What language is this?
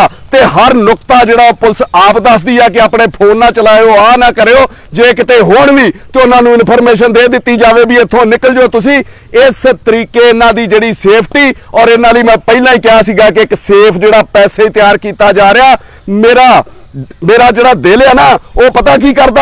Punjabi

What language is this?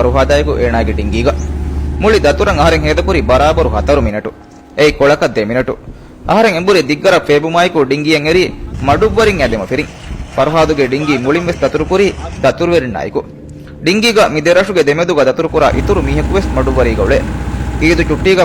Divehi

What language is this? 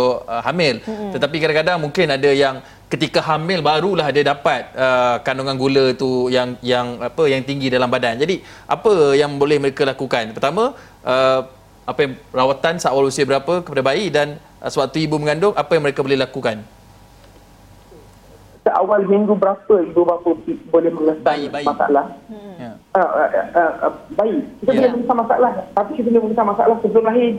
Malay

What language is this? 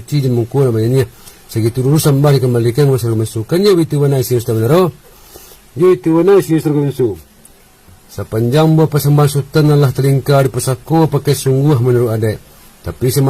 Minangkabau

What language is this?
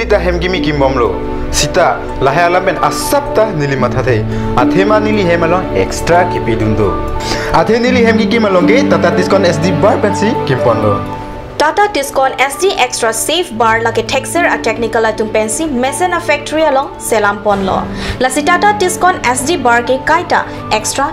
Karbi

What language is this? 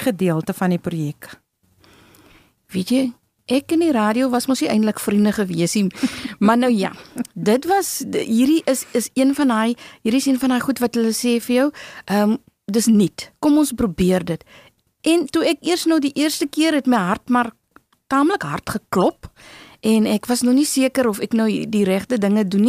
Afrikaans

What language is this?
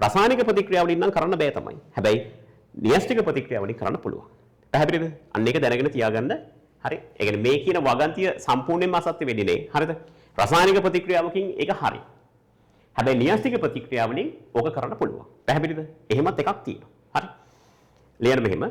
Sinhala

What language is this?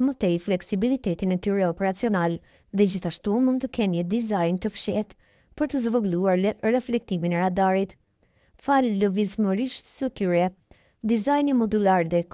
Albanian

